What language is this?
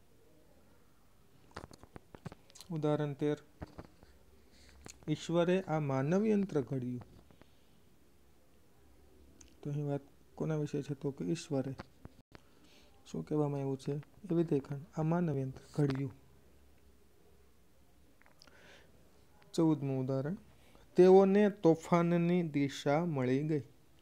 Gujarati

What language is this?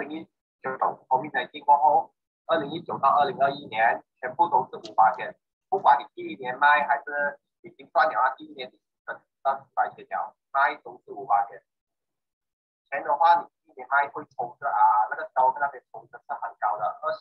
Chinese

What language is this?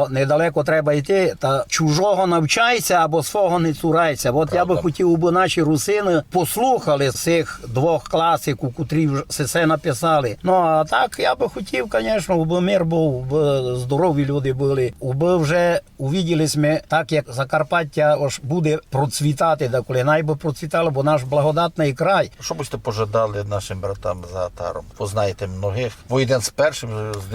Rusyn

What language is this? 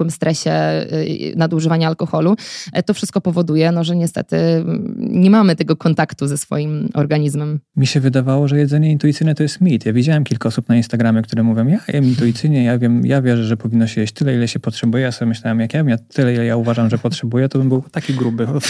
Polish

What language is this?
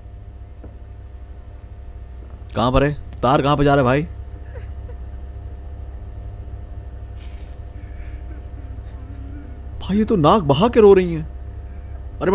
Hindi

